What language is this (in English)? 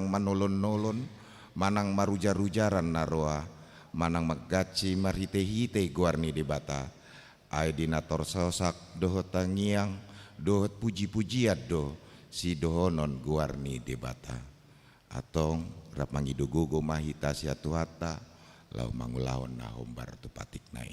Batak Toba